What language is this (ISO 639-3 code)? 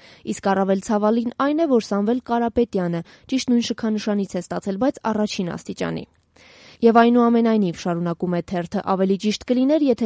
hye